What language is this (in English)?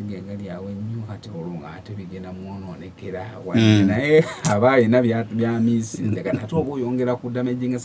Ganda